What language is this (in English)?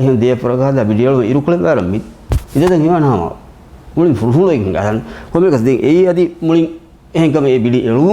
Divehi